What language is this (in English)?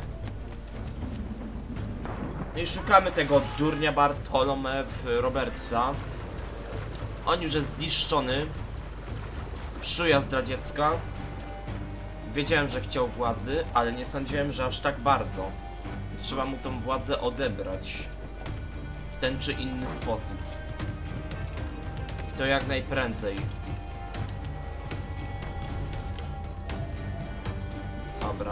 Polish